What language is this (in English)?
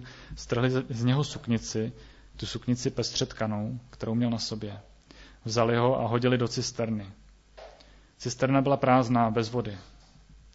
Czech